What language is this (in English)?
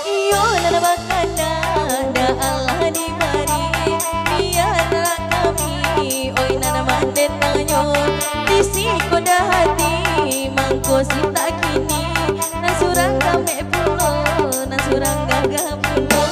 Minangkabau